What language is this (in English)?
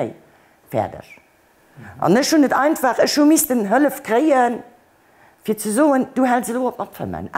Luxembourgish